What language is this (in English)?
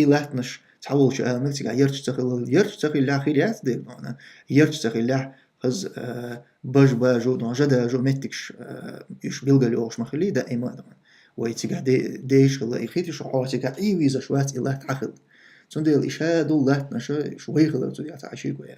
Chechen